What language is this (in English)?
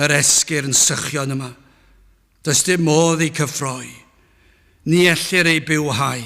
Welsh